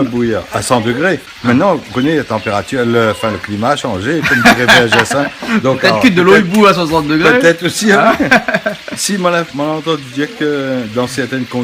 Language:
Réunion Creole French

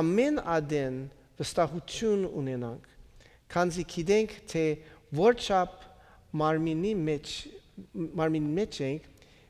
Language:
Western Armenian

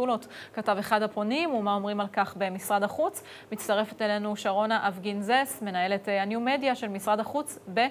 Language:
Hebrew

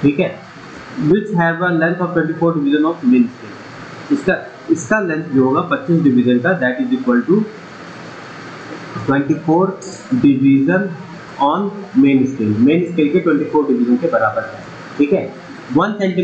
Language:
Hindi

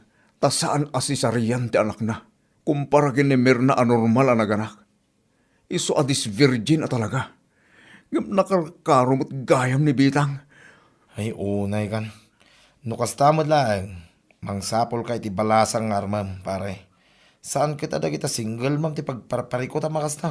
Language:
Iloko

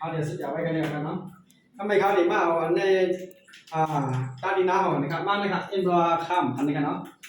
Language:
Shan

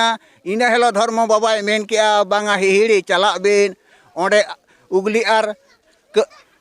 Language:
Santali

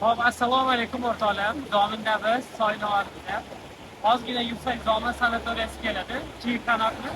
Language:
Uzbek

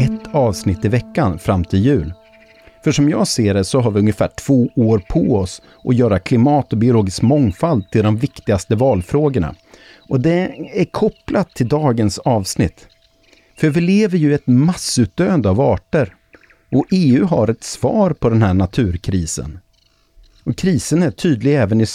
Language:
Swedish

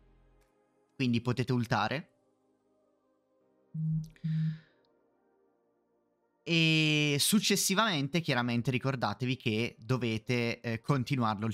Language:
Italian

